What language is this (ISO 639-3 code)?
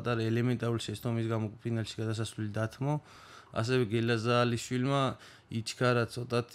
kat